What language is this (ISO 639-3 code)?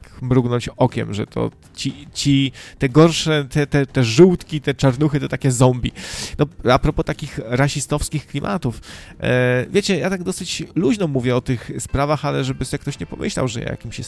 pol